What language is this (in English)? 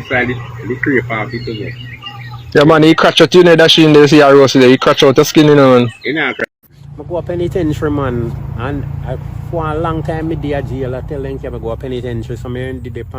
Jamaican Creole English